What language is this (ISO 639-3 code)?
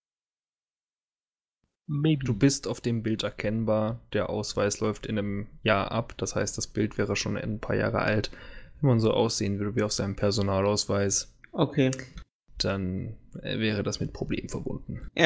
deu